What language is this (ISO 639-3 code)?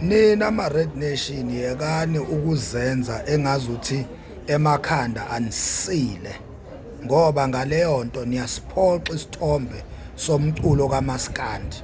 zul